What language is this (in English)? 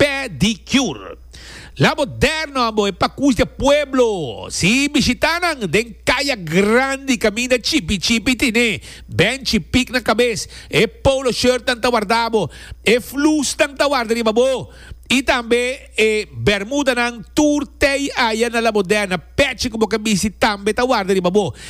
Papiamento